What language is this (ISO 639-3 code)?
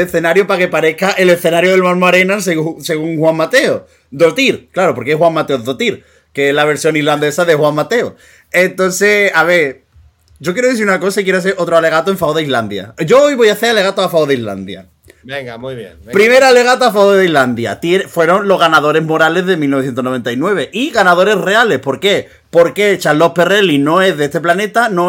spa